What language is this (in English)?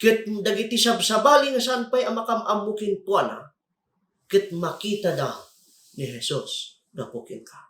Iloko